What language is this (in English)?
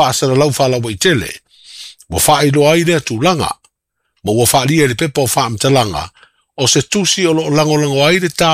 Samoan